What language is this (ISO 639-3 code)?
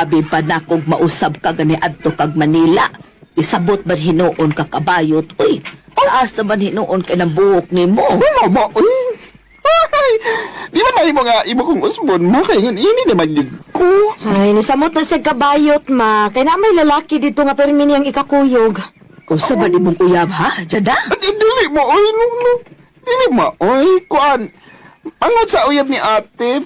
ceb